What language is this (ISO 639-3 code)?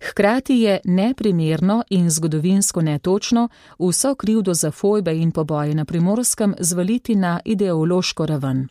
slv